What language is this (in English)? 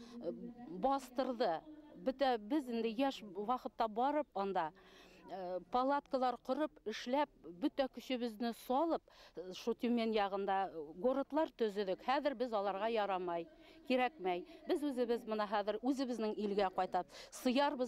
Bashkir